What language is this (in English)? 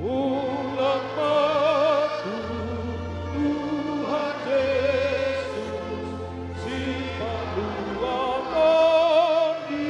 Batak Toba